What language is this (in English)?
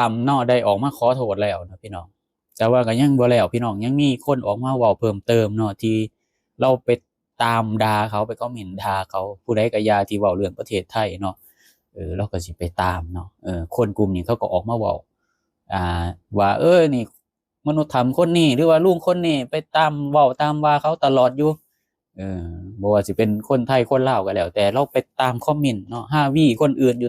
Lao